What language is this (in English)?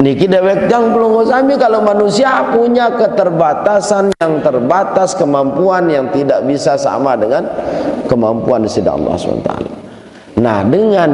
Sasak